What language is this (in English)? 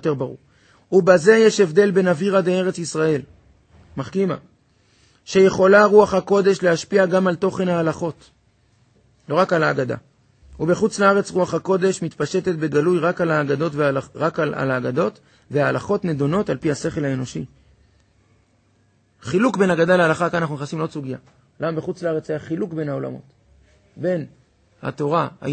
Hebrew